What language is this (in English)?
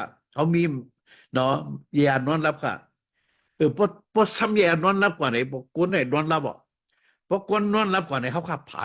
Shan